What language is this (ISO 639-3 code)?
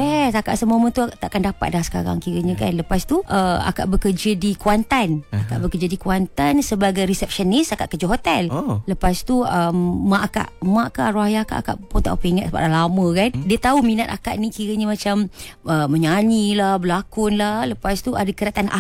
msa